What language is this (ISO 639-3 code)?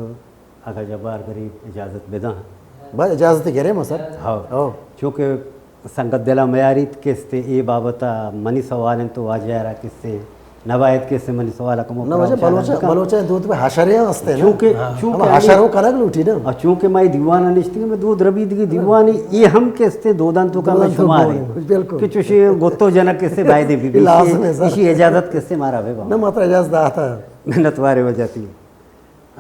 bal